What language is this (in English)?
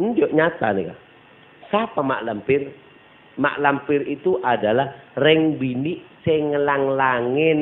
Madurese